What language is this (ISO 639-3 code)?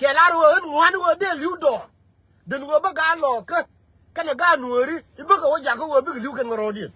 nus